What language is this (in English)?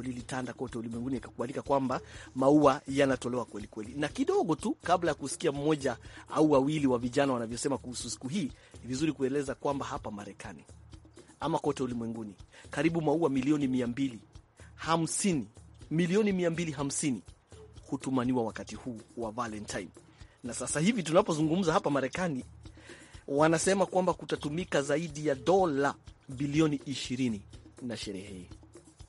Swahili